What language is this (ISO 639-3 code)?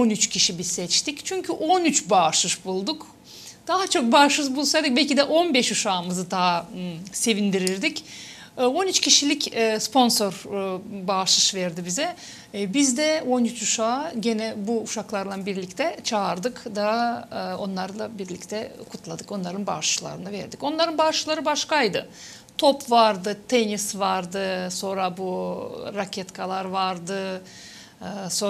gag